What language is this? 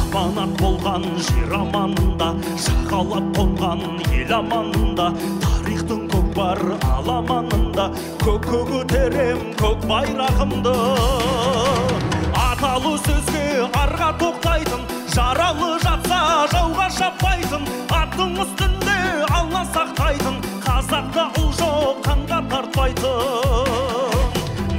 Kazakh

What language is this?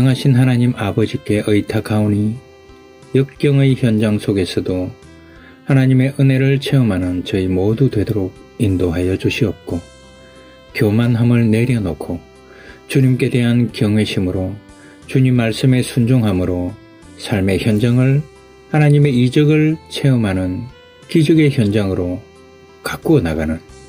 Korean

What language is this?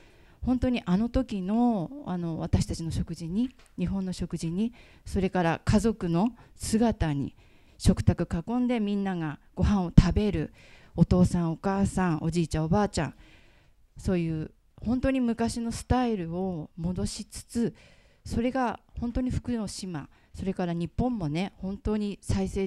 Japanese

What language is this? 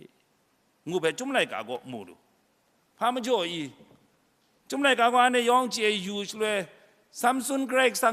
Kachin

